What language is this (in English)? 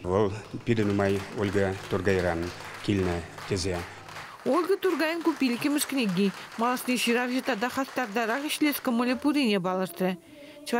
Chuvash